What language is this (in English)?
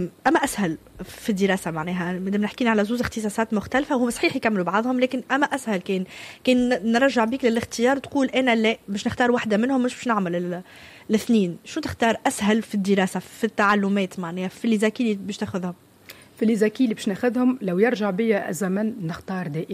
Tunisian Arabic